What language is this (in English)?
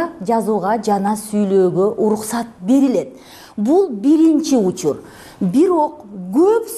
Kyrgyz